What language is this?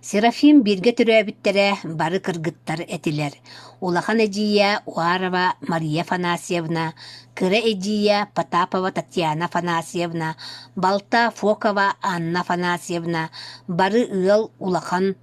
Yakut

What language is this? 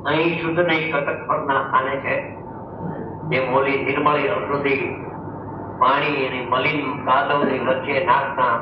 Gujarati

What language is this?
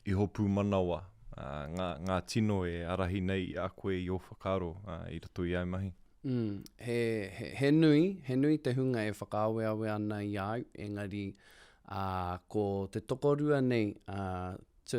Māori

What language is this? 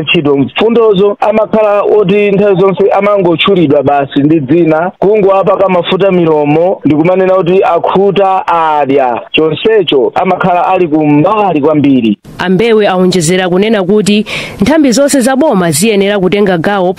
Nyanja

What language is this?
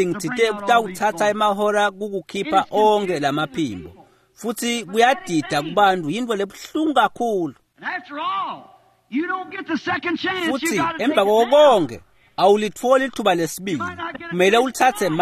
Swati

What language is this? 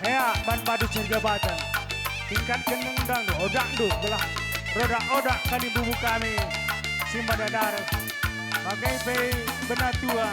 Batak Karo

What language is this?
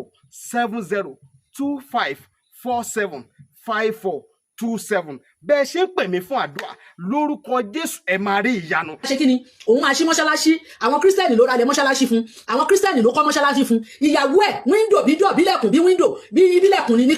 Yoruba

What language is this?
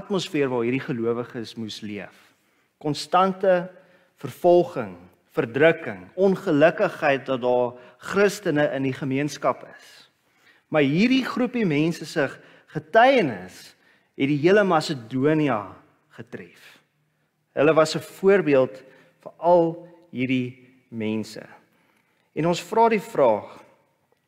Afrikaans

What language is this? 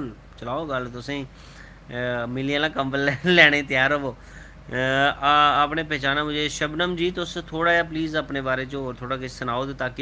Dogri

